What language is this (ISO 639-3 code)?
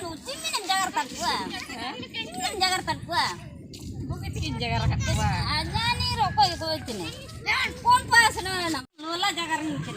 hoc